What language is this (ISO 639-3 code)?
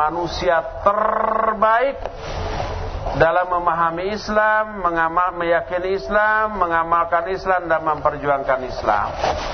ind